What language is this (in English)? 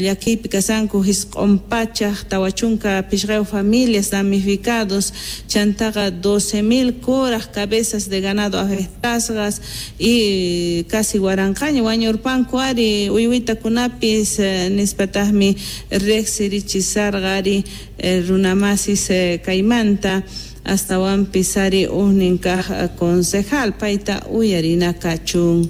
South Bolivian Quechua